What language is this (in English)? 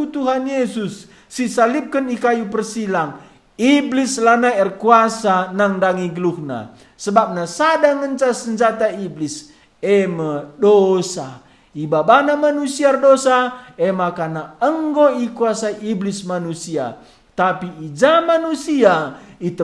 Batak Karo